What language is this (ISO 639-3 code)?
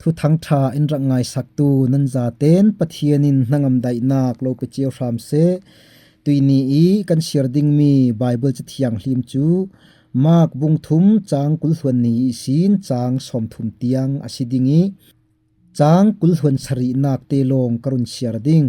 cfm